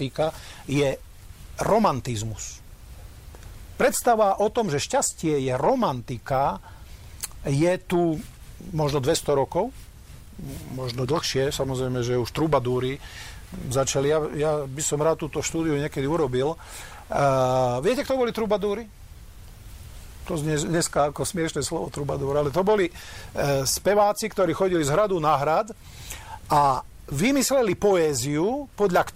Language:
Slovak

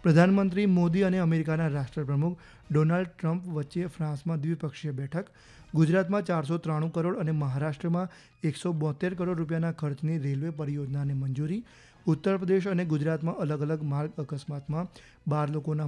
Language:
Gujarati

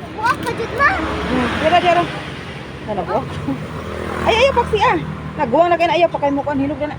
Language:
Cebuano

